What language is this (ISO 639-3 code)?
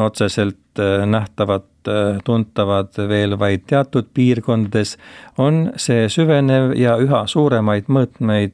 est